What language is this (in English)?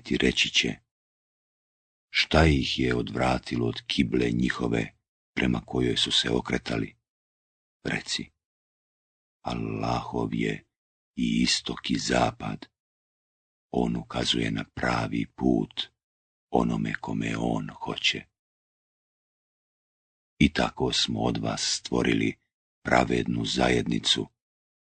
Bosnian